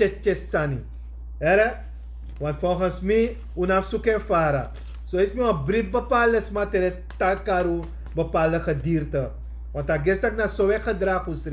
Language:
Sranan Tongo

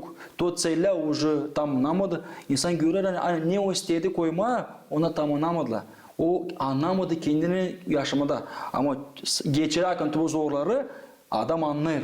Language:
Gagauz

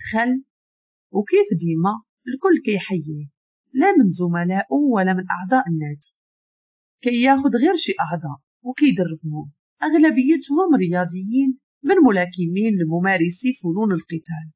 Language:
Moroccan Arabic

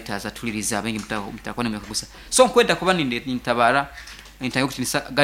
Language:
Nyankole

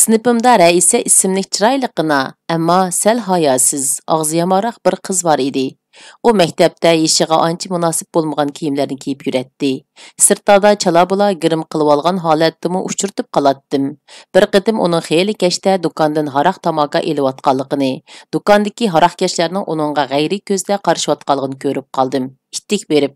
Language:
Uyghur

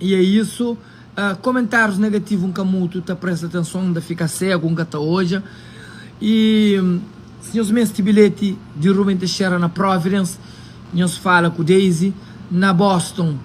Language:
Kabuverdianu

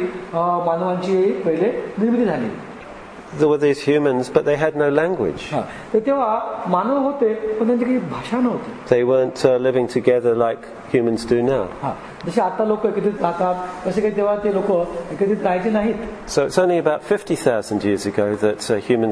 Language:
Marathi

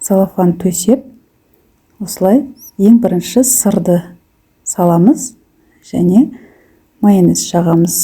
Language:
Kazakh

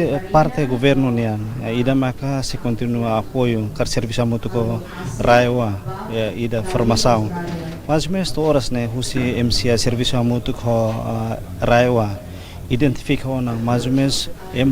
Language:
Tetum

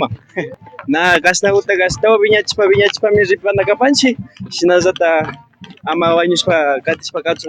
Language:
Imbabura Highland Quichua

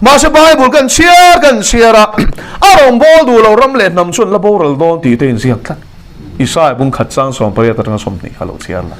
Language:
Mizo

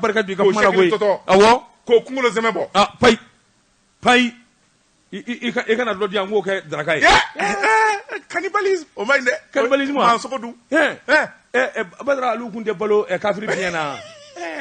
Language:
Bambara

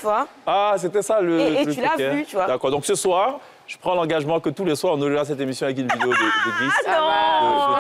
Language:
French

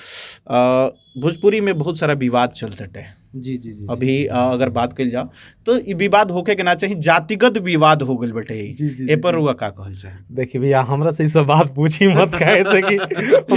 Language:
Bhojpuri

